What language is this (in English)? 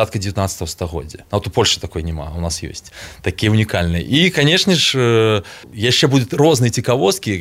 Belarusian